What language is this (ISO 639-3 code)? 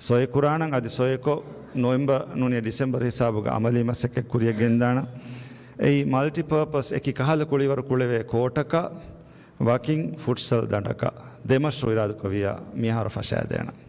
div